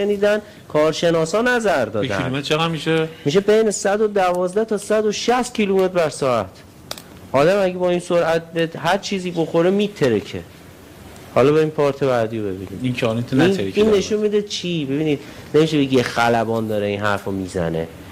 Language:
Persian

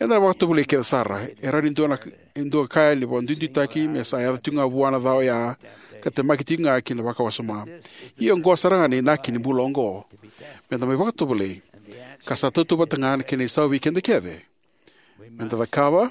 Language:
Fijian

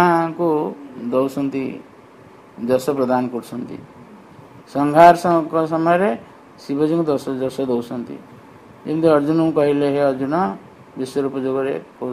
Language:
Odia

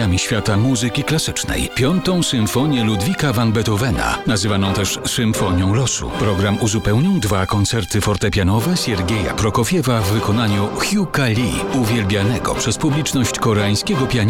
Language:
Polish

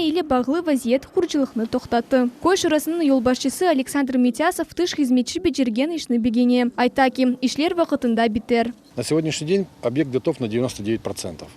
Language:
Crimean Tatar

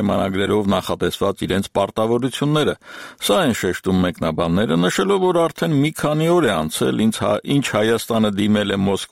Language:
Armenian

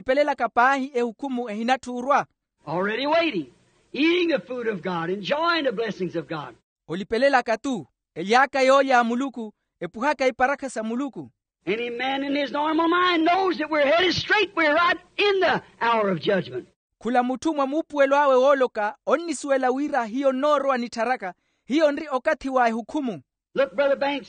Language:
Makhuwa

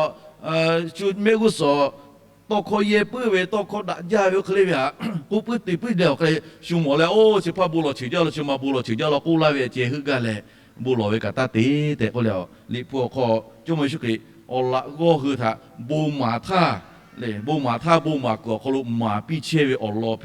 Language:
Lahu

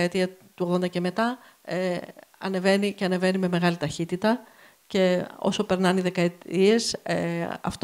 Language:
Greek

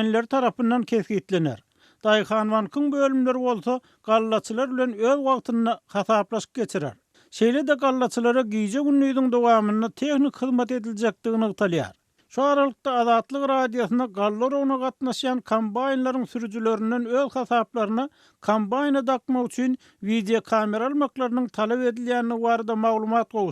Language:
Turkmen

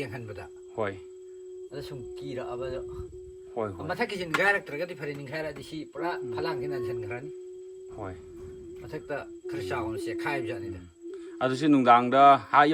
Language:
Manipuri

